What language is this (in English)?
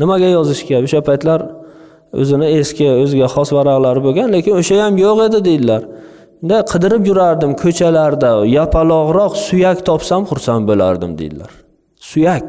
Uzbek